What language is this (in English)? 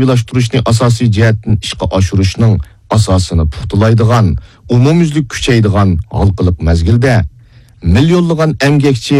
Uyghur